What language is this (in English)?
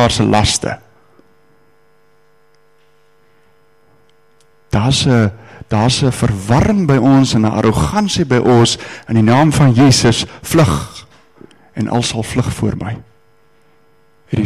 Afrikaans